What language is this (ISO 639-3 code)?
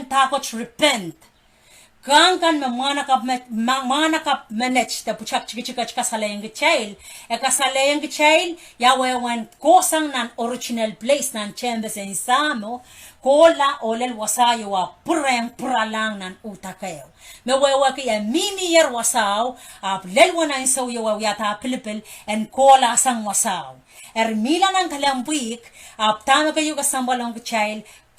pon